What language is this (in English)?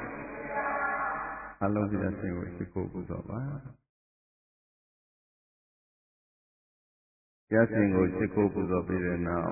Burmese